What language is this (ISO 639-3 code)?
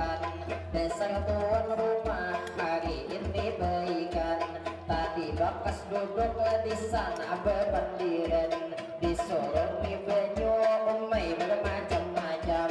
bjn